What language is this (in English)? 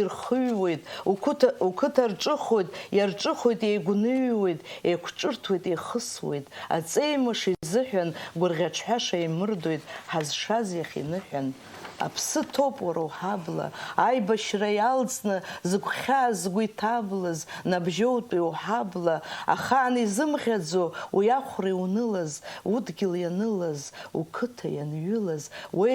Abkhazian